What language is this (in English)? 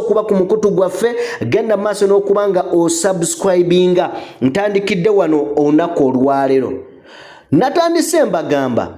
Ganda